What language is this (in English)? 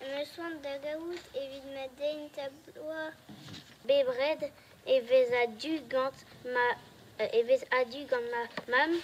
Breton